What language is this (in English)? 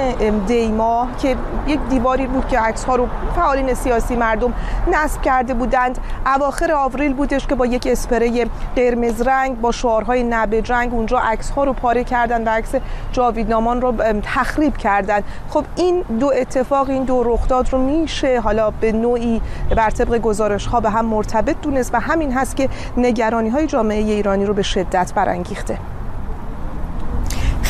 Persian